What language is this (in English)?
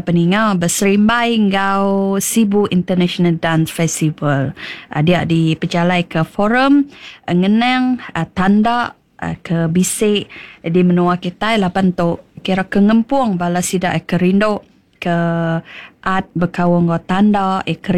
Iban